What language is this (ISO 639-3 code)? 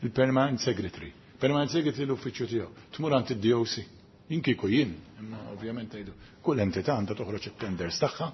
mlt